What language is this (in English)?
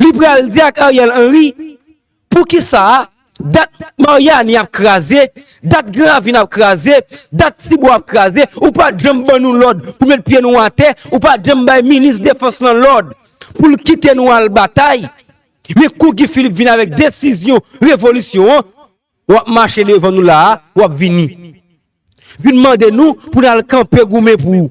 Haitian Creole